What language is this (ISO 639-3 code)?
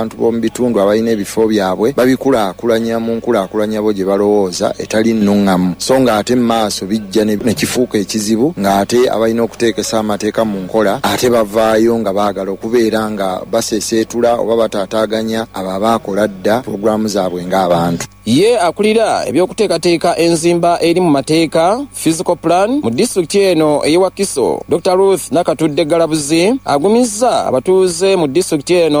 lug